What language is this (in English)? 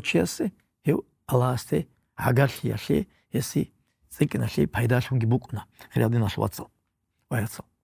Avaric